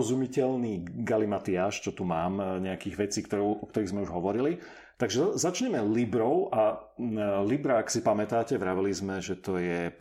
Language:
Slovak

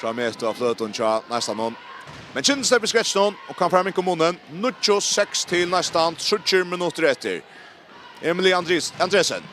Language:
Faroese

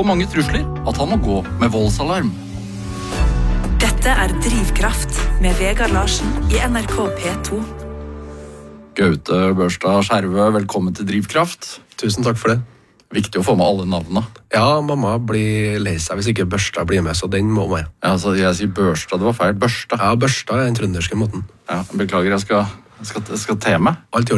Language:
Norwegian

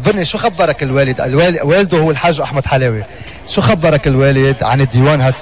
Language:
North Levantine Arabic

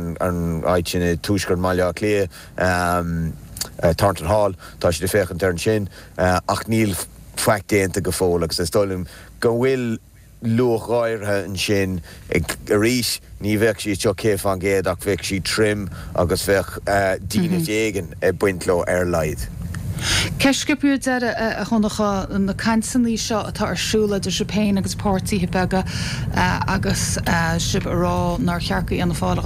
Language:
Irish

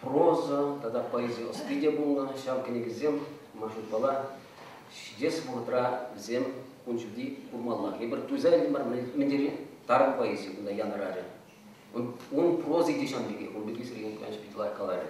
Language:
Chuvash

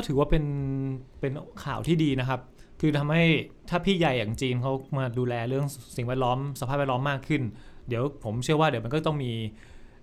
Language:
Thai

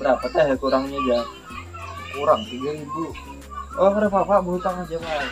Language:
Banjar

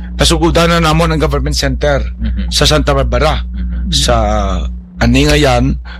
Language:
Hiligaynon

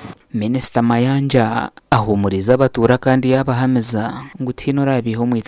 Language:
Nyankole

